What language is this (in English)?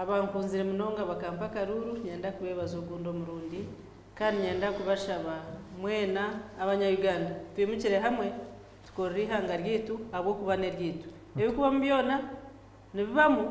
Nyankole